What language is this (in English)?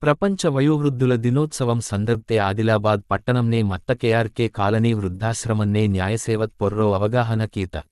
Gondi